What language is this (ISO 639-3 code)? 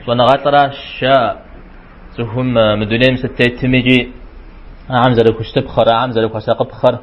kbd